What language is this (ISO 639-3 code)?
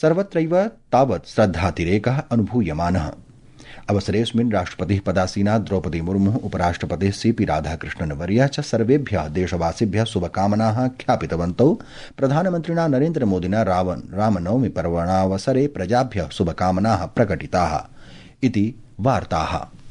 san